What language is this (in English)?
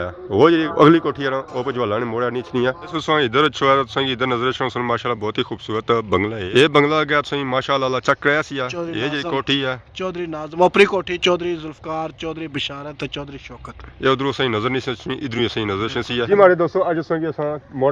Pahari-Potwari